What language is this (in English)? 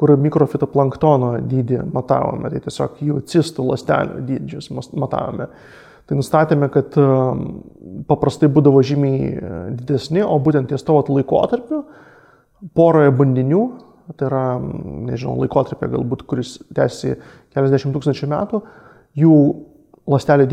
Lithuanian